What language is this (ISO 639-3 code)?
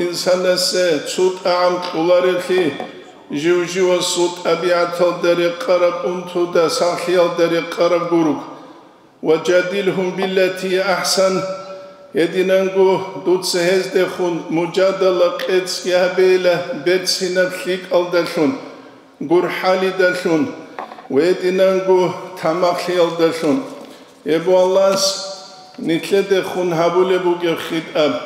ava